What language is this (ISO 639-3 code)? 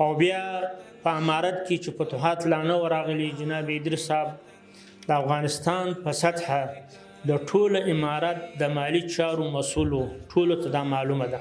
pus